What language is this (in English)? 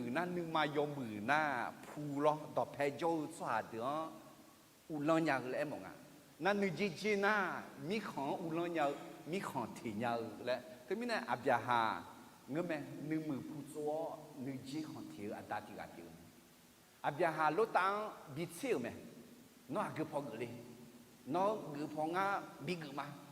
Akha